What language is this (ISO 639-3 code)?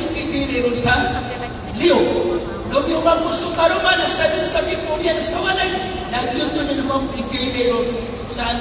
mrw